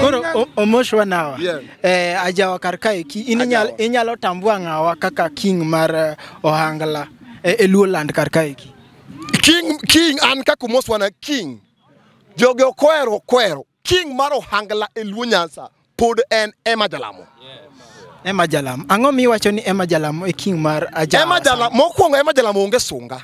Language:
Luo (Kenya and Tanzania)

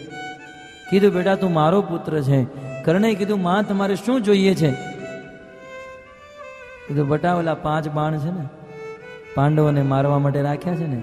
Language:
Gujarati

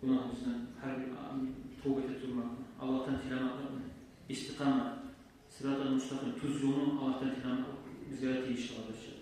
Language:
Kumyk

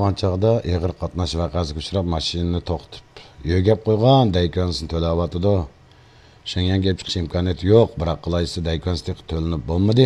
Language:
Uyghur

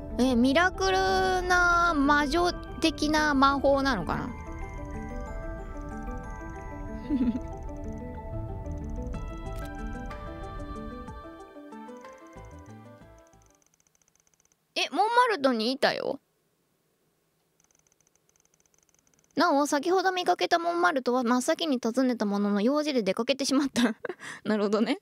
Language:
Japanese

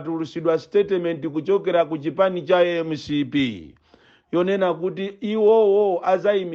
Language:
Nyanja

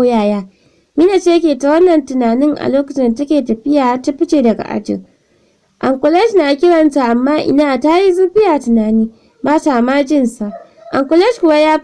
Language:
Hausa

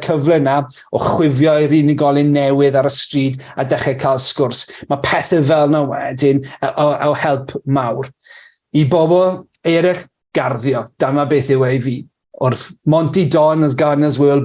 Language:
Welsh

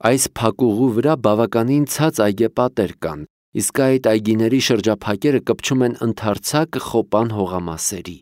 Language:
Armenian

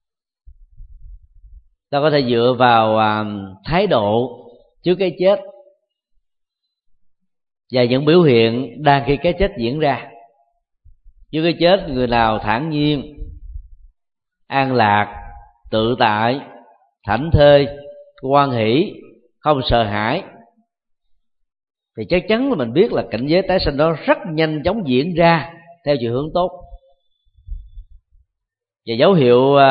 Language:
Vietnamese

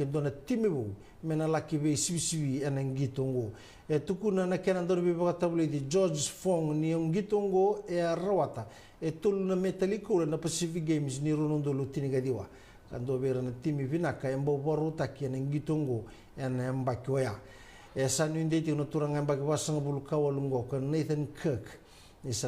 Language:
Fijian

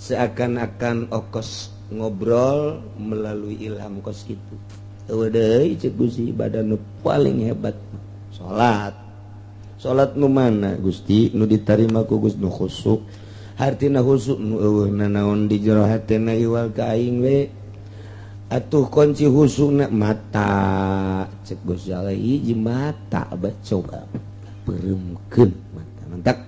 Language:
Sundanese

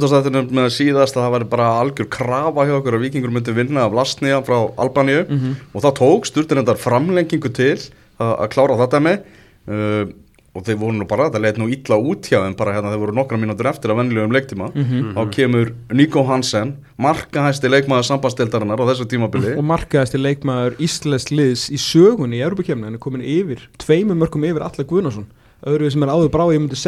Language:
Icelandic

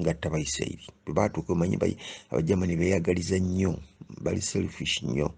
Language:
Ganda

